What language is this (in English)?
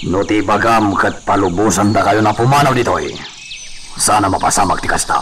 Iloko